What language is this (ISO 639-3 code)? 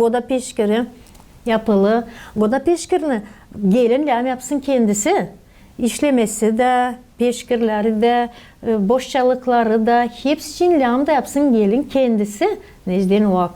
gag